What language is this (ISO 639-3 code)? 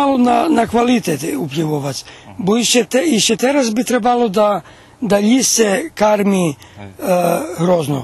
rue